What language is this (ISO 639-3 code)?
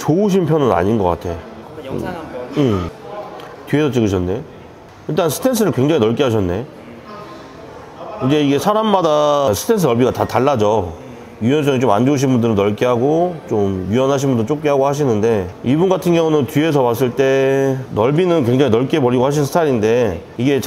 kor